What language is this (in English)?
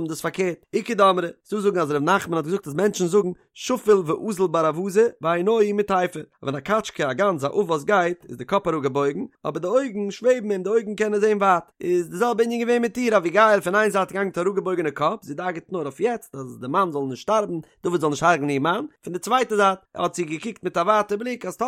Yiddish